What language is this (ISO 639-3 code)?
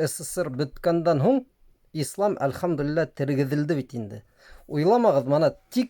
bak